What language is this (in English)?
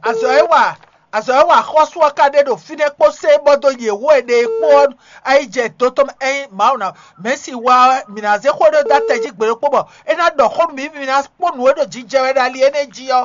Fon